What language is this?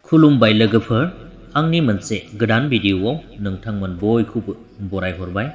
Bodo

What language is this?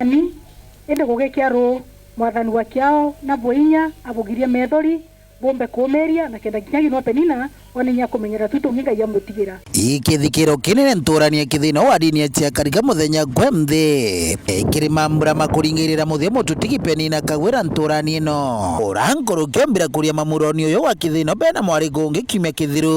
Meru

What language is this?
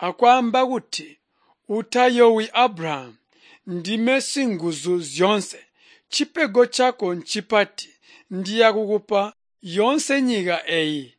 Tonga (Zambia)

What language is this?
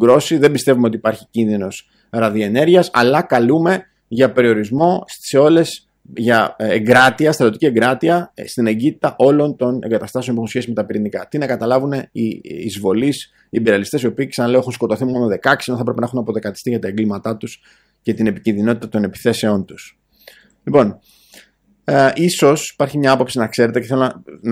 Greek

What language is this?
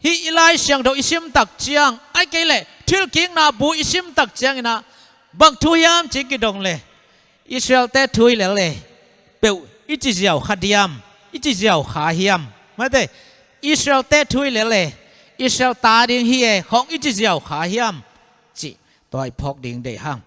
Tedim Chin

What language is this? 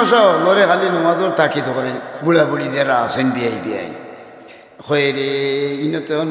Sylheti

